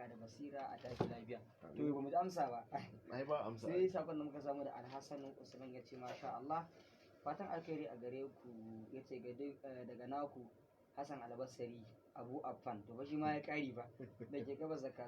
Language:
Hausa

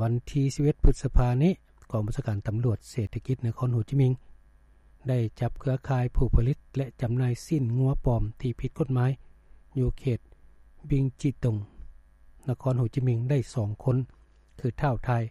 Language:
Lao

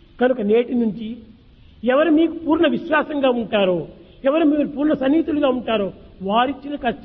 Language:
Telugu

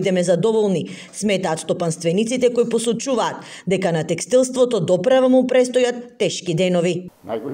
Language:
Macedonian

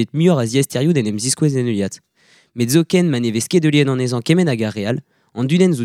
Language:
Breton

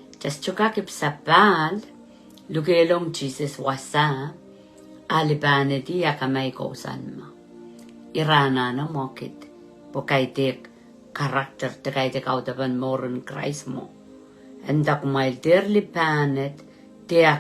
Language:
Pohnpeian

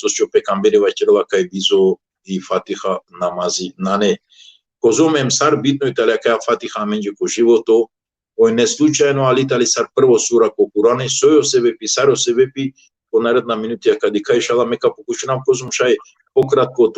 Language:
Balkan Romani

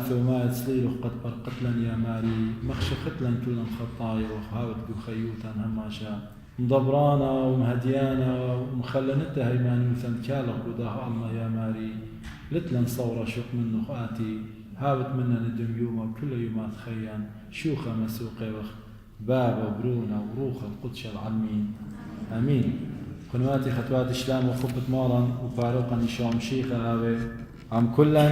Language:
Assyrian Neo-Aramaic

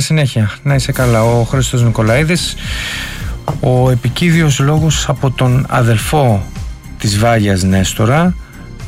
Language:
Greek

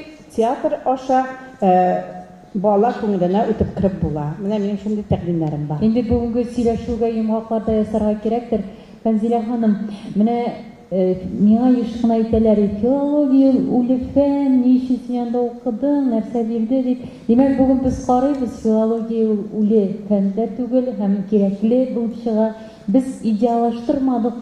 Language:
Tatar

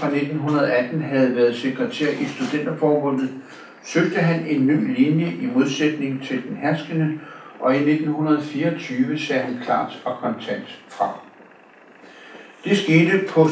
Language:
Danish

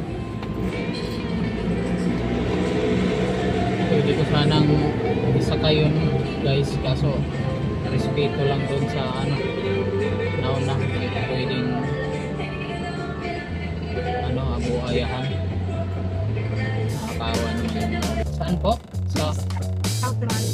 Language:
Filipino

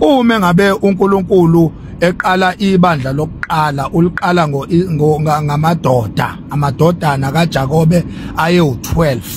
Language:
Zulu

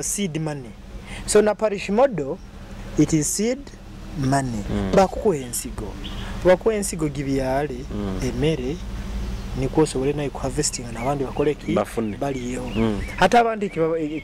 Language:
Nyoro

